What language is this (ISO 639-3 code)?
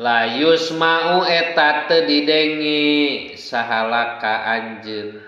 sun